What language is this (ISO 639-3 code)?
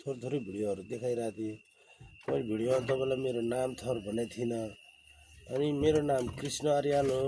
nep